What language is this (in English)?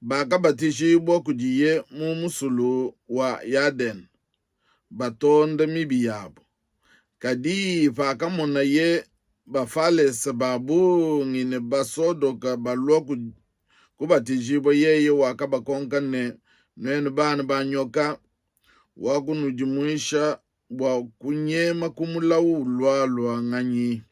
Luba-Lulua